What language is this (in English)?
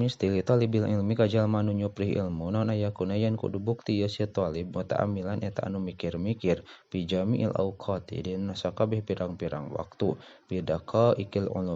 Sundanese